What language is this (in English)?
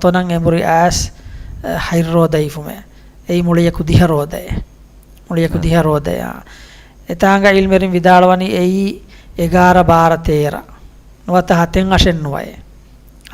Divehi